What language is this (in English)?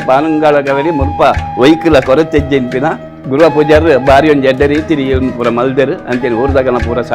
Tulu